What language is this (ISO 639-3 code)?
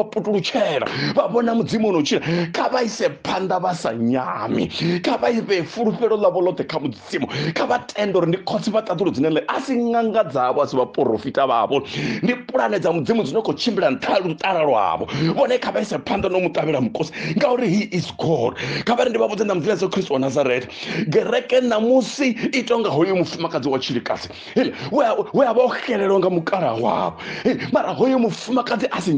ven